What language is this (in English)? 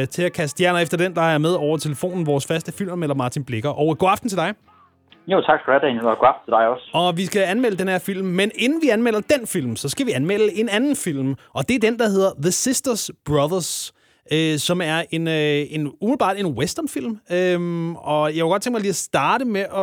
Danish